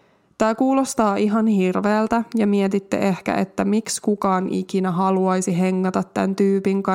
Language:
Finnish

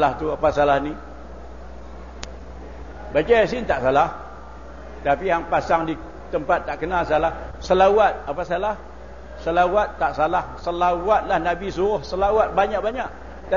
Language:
Malay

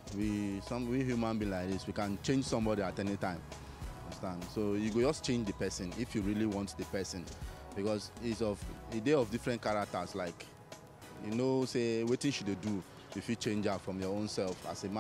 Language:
Nigerian Pidgin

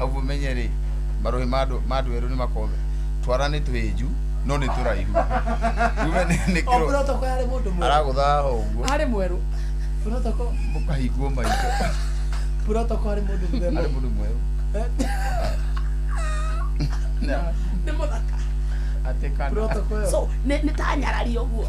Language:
Kikuyu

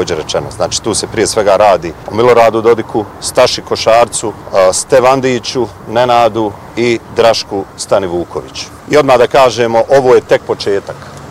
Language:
Bosnian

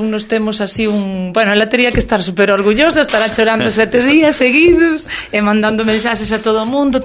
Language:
Galician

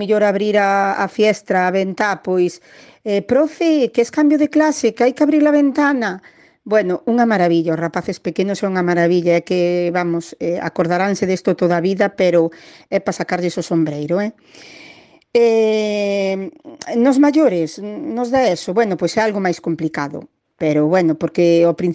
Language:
Galician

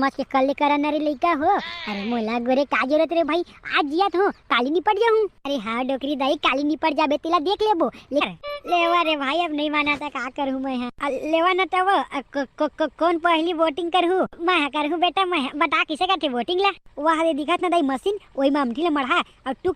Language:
Chhattisgarhi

